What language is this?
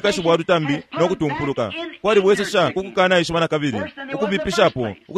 Bemba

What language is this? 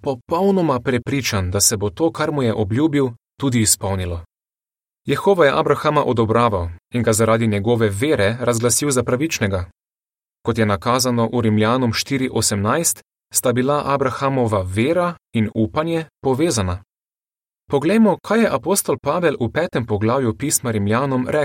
Slovenian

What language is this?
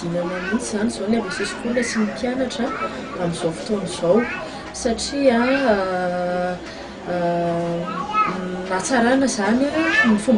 Malagasy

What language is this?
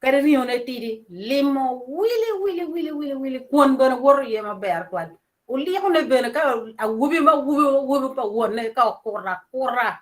Acoli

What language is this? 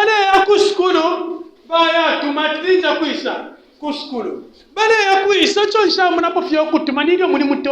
Bemba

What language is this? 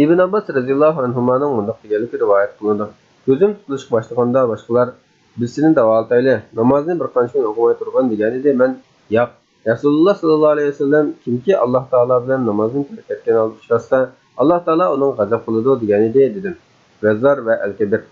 Uyghur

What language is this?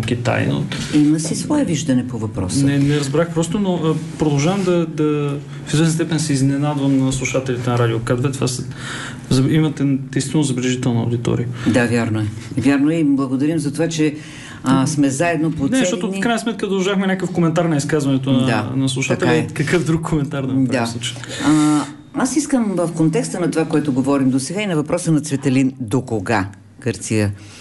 Bulgarian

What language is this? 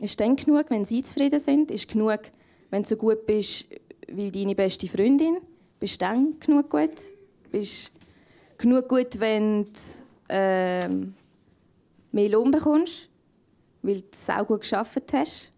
Swiss German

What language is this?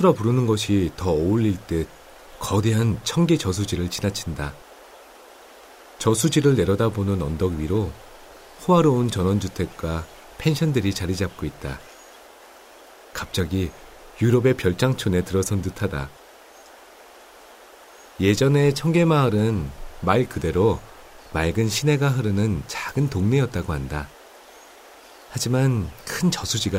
Korean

